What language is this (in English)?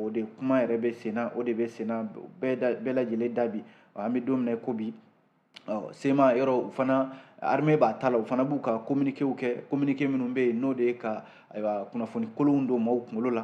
Bambara